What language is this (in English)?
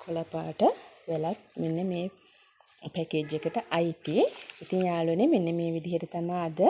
Sinhala